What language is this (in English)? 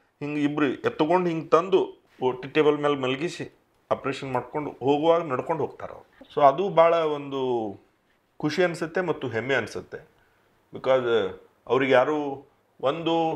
Kannada